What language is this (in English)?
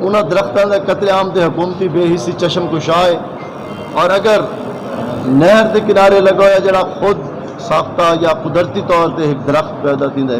Saraiki